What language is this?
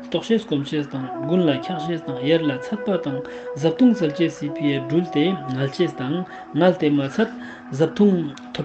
Ladakhi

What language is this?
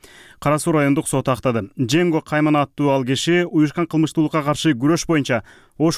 Kyrgyz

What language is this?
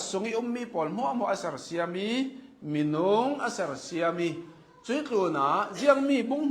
Hakha Chin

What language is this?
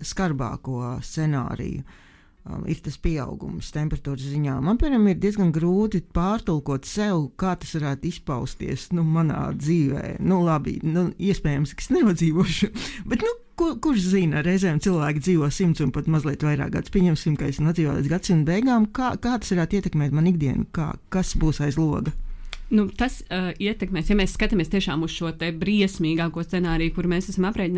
Latvian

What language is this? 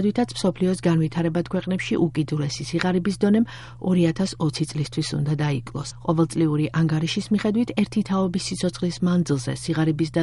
Georgian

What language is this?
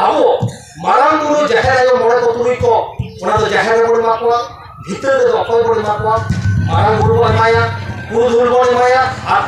Santali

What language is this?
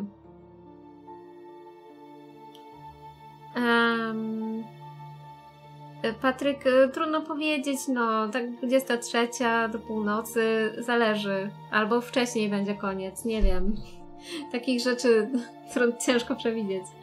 Polish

